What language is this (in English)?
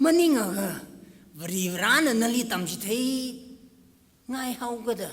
Tangkhul Naga (India)